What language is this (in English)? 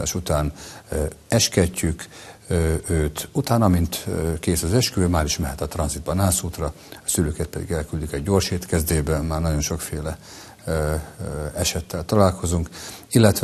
Hungarian